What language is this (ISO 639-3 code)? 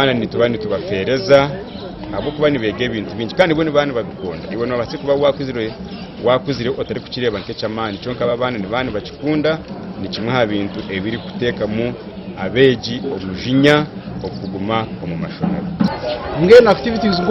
nyn